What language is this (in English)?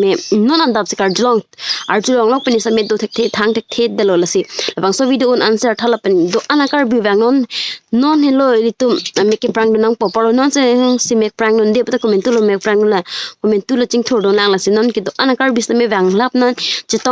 Karbi